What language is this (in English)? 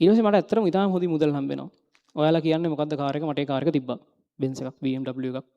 Sinhala